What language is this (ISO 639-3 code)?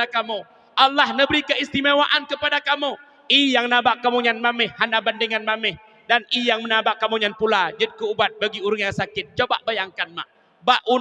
ace